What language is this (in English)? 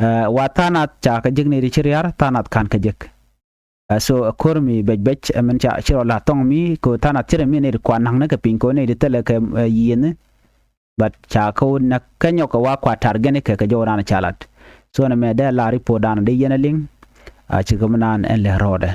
Nuer